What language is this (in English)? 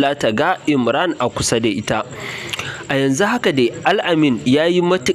Hausa